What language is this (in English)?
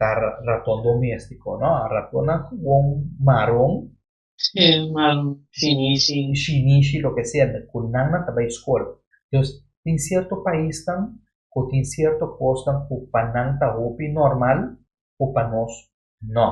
Papiamento